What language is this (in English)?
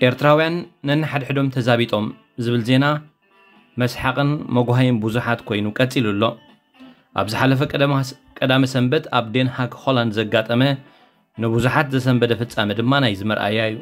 Tigrinya